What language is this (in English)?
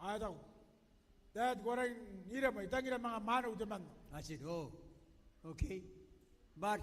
Gilbertese